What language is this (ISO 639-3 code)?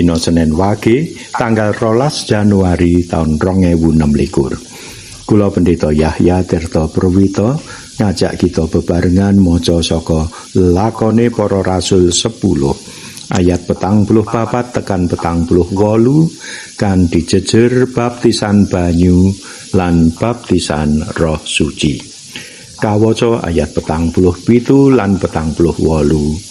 jav